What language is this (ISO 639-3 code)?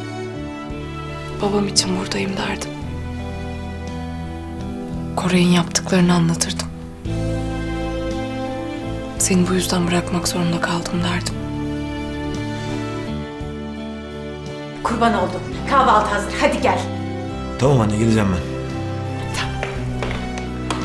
tur